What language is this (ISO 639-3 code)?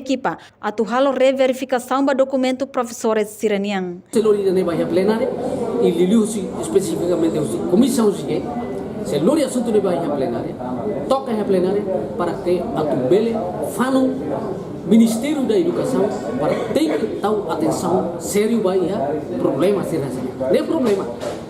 tet